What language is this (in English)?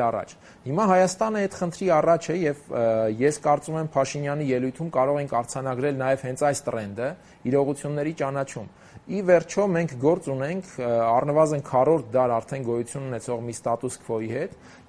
Armenian